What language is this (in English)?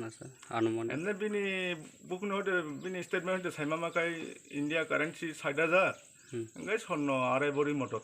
Kok Borok